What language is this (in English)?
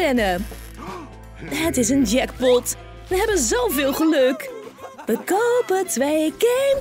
Dutch